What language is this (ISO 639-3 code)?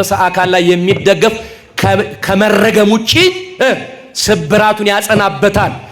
amh